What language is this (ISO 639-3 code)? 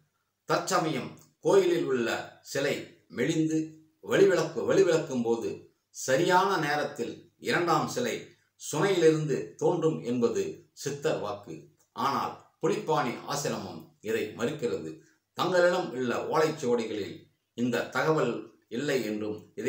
tam